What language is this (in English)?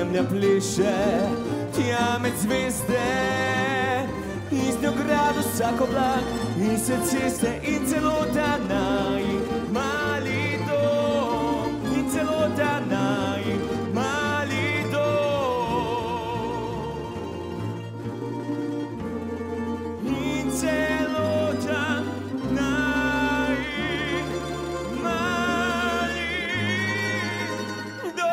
Slovenian